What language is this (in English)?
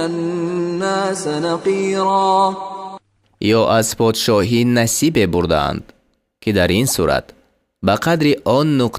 Tajik